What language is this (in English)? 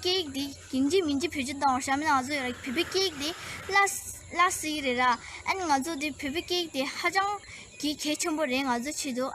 Tibetan